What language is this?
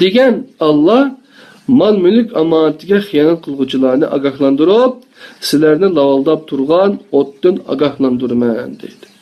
Uyghur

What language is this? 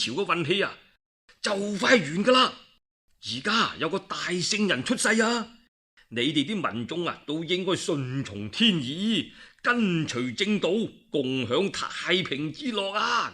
Cantonese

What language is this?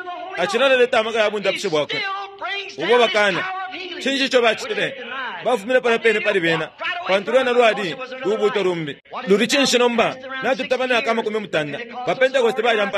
Bemba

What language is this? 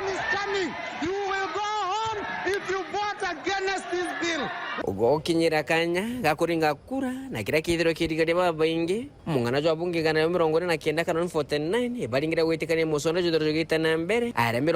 Meru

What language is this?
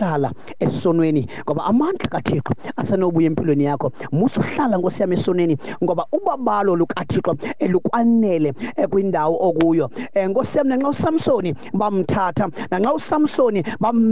Xhosa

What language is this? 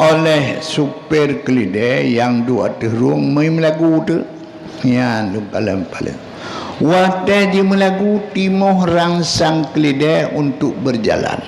Achinese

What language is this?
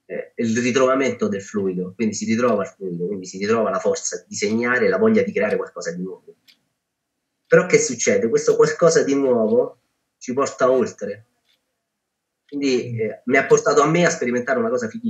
Italian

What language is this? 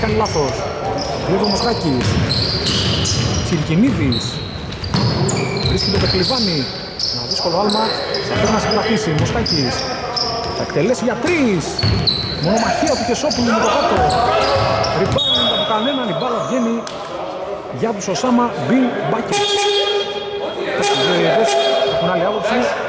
Greek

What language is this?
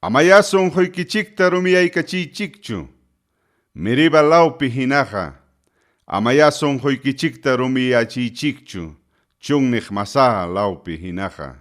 Ayacucho Quechua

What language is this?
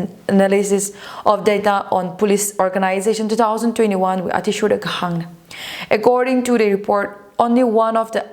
Tangkhul Naga (India)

